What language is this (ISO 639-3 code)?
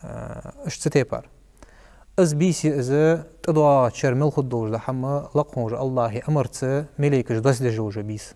inh